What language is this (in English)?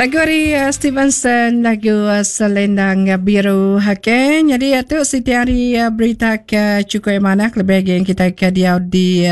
Iban